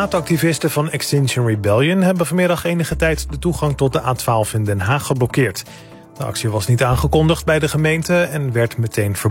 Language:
Dutch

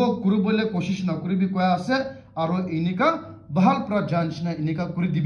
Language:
Naga Pidgin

